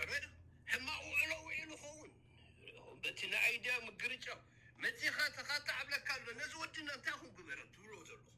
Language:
Tigrinya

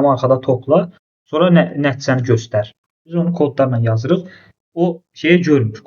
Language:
Azerbaijani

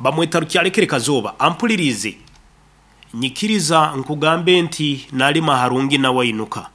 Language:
Nyankole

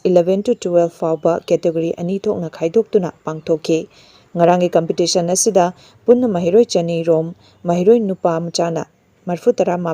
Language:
Manipuri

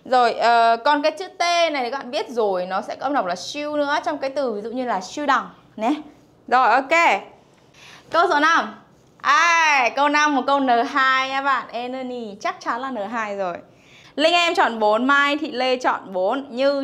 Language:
Vietnamese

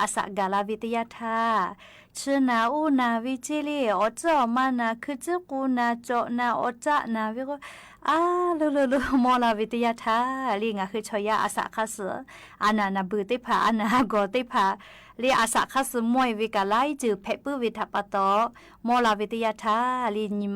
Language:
Lahu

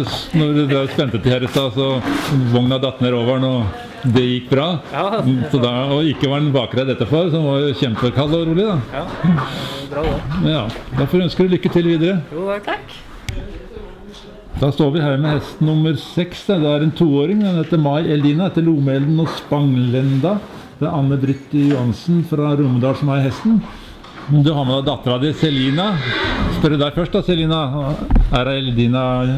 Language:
Norwegian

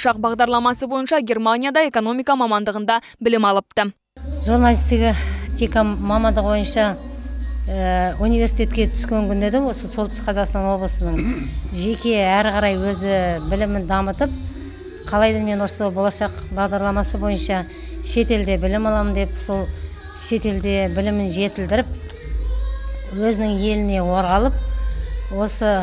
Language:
Kazakh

